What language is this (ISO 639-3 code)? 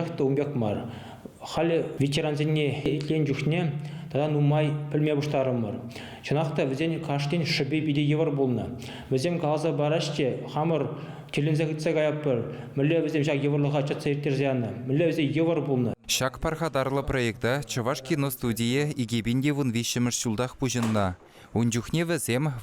chv